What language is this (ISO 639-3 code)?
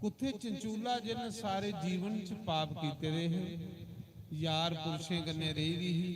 doi